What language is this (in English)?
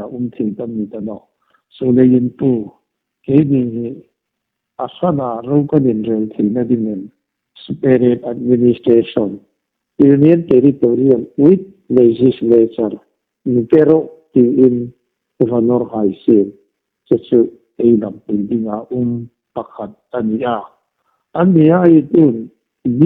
Hmar